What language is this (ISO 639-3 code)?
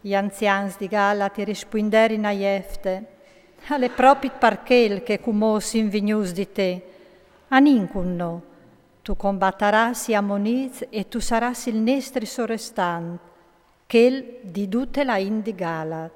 fur